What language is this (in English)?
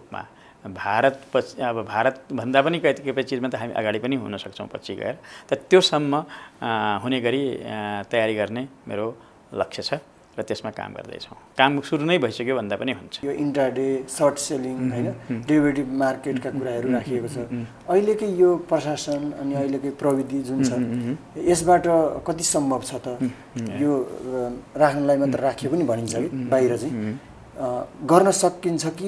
Nepali